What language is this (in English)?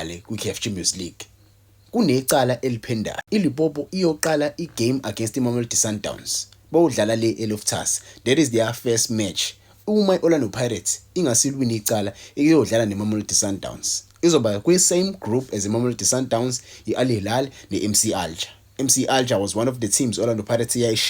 Zulu